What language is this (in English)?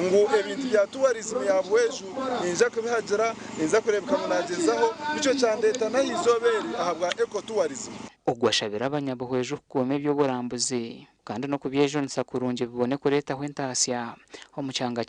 Nyankole